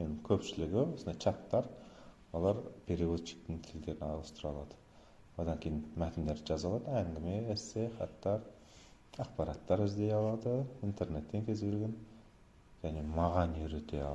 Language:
Kazakh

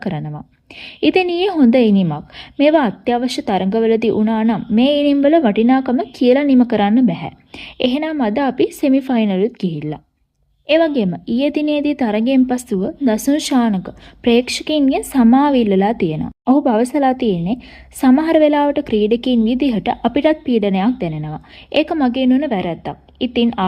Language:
Sinhala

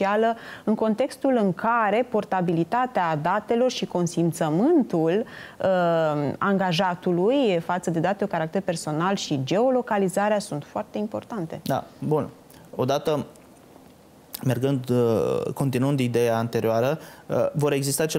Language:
Romanian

